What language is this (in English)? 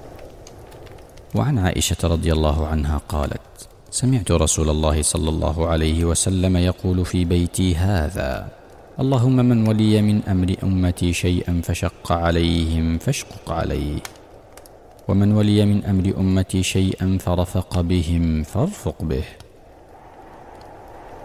Arabic